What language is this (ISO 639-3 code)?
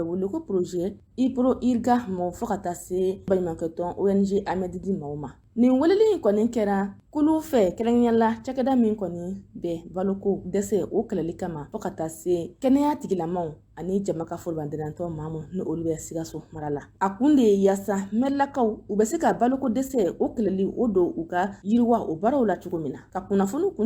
bam